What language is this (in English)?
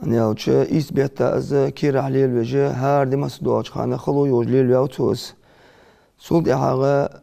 Ingush